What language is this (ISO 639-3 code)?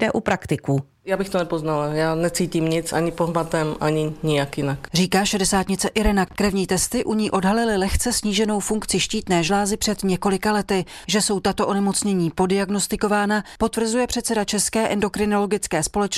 ces